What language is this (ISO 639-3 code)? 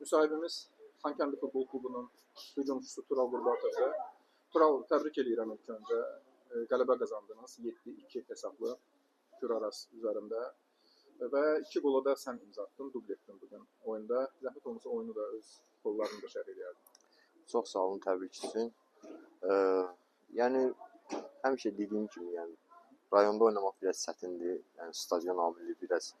aze